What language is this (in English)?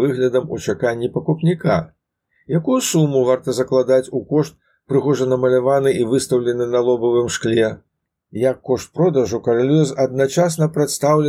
Belarusian